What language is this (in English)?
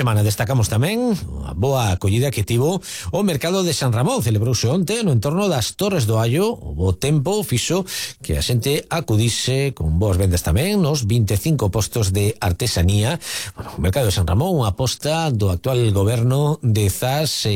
Galician